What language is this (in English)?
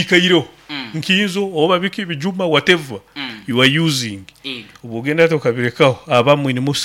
Nyoro